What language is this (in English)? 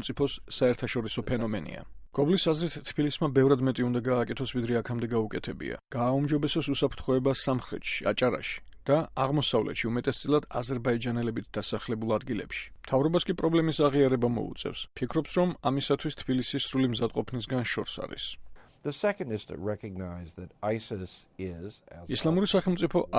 Georgian